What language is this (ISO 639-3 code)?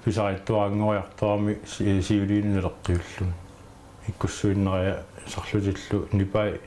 kal